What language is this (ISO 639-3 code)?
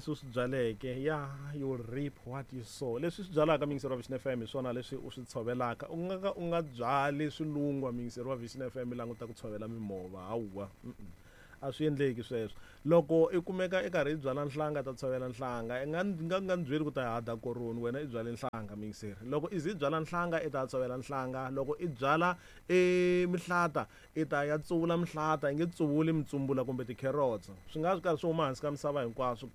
tso